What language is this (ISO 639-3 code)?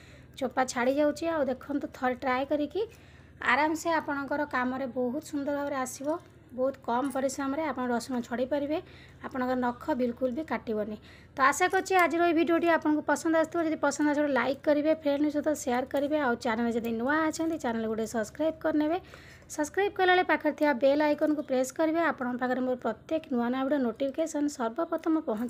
ori